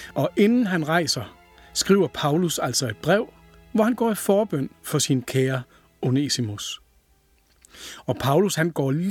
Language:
Danish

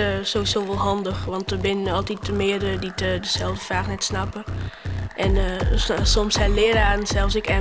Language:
Western Frisian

